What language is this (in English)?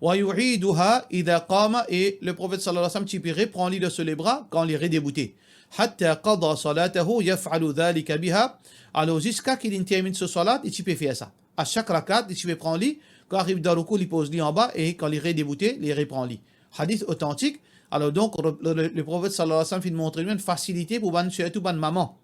Morisyen